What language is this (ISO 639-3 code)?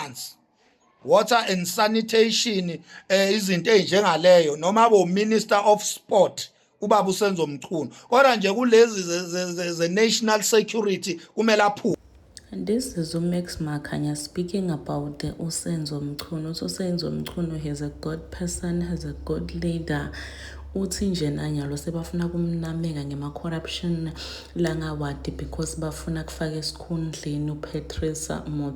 zul